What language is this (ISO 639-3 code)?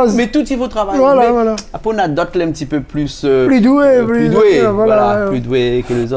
rcf